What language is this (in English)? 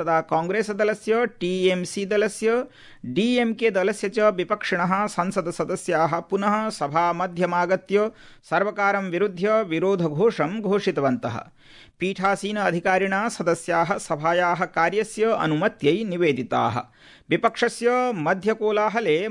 Sanskrit